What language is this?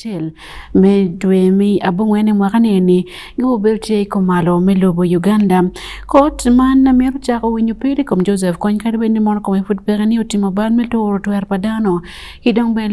Acoli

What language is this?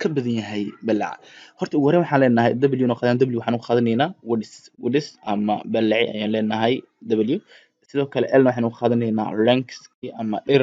Somali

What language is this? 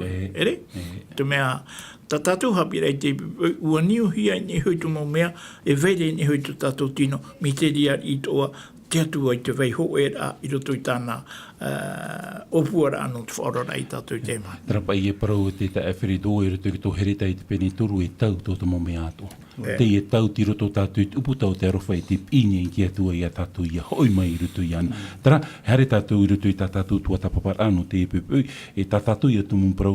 Tahitian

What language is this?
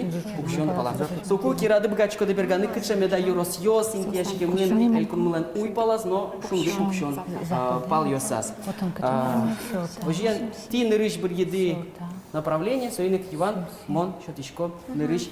Udmurt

